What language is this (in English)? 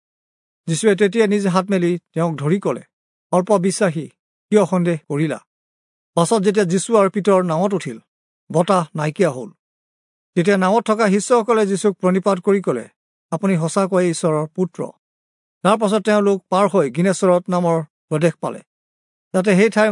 Assamese